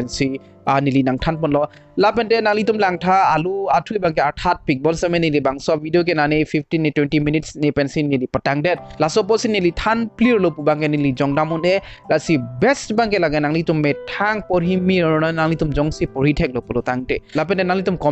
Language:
Karbi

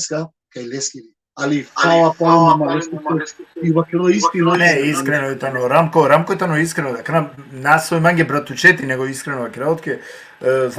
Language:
Balkan Romani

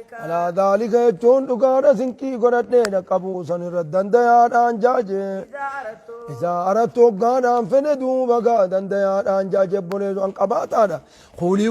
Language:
Oromo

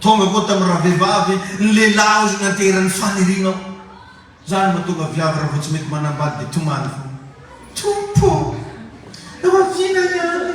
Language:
Malagasy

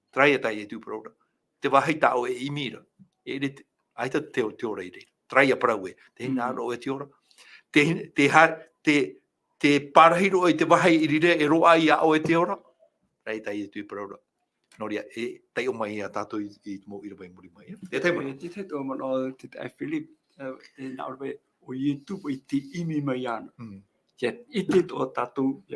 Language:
Tahitian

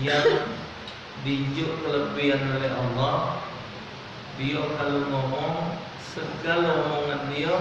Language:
Musi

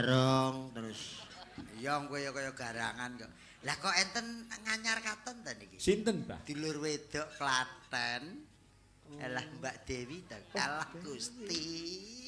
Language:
Javanese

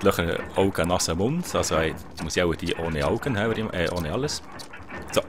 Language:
Swiss German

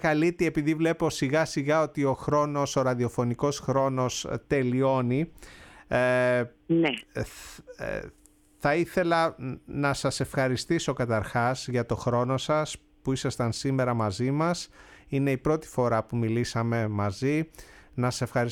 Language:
Greek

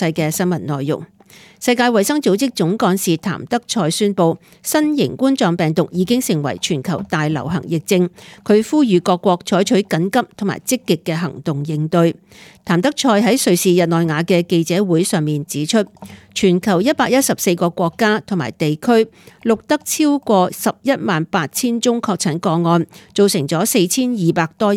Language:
Cantonese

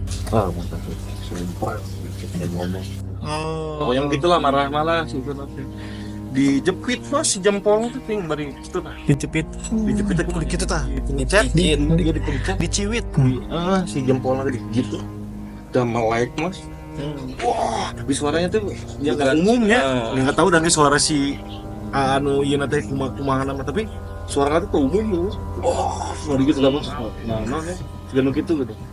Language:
Sundanese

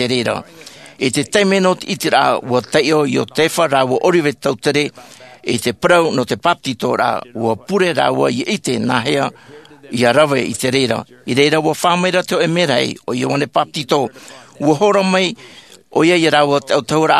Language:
Tahitian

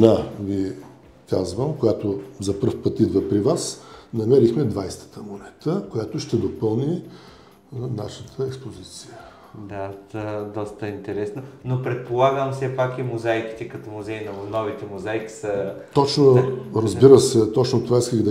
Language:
Bulgarian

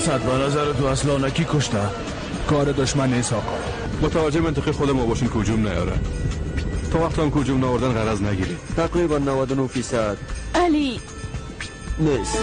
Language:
Persian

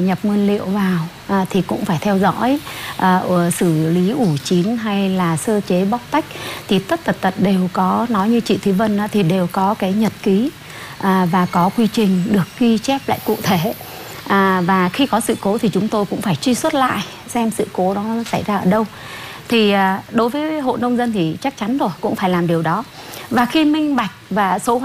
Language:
Vietnamese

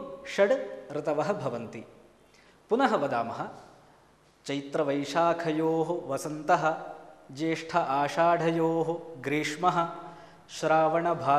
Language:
Sanskrit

